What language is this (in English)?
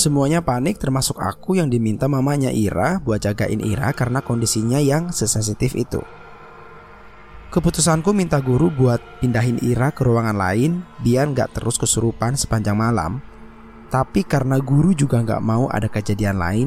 Indonesian